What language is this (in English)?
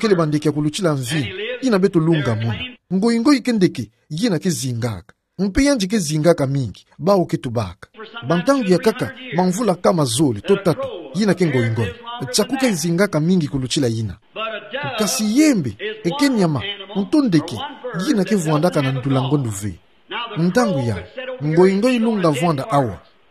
Kituba (Democratic Republic of Congo)